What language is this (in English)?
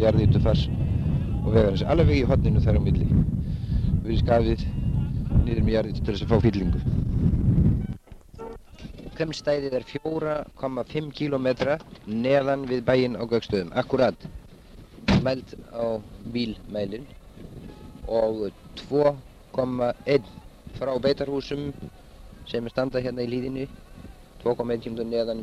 Icelandic